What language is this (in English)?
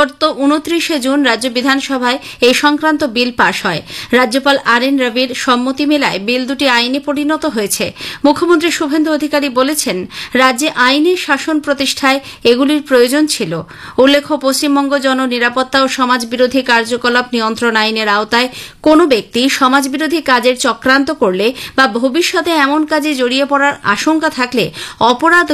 Bangla